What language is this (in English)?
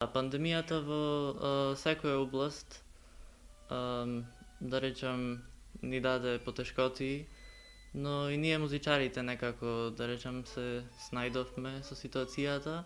Macedonian